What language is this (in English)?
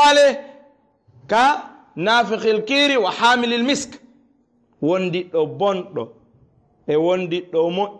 Fula